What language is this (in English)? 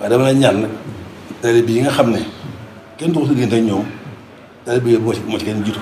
Wolof